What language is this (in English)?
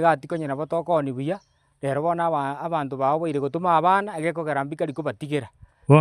Gusii